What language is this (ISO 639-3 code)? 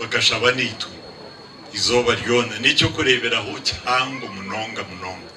nyn